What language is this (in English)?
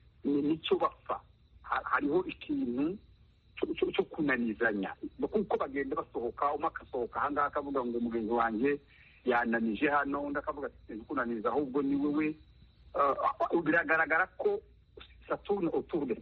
Kinyarwanda